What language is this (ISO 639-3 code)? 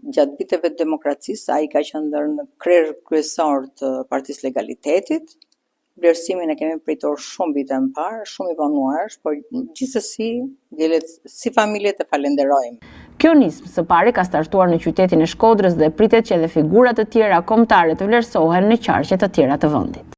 sqi